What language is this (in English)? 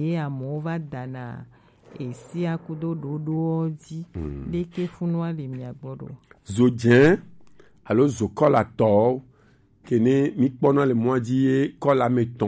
Gen